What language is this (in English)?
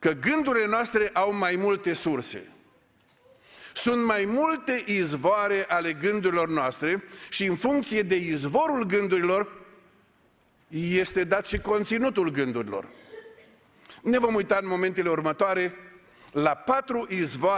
Romanian